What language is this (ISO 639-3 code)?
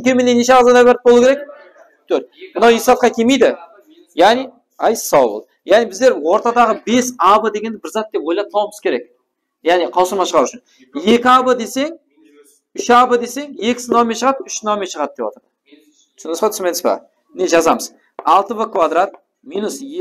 kaa